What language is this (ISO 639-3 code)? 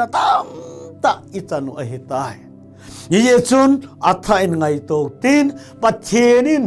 tcz